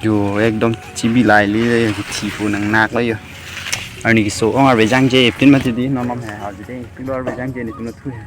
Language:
Karbi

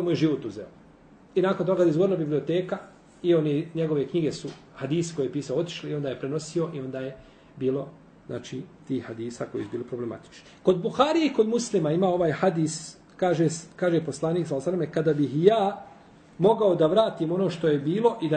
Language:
Bosnian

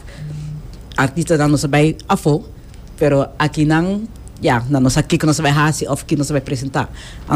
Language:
Papiamento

